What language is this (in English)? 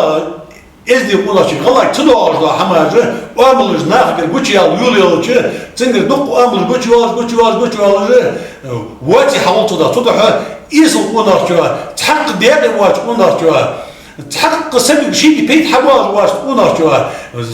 Ingush